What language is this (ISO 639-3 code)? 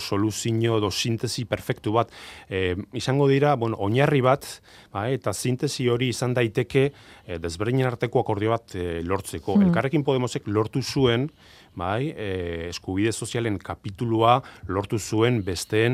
eus